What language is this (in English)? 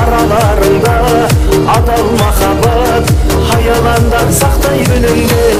Kara-Kalpak